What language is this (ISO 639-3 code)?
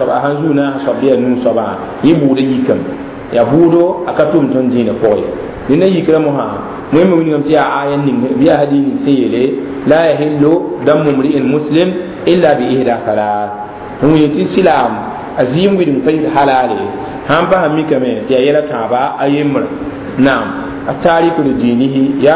mos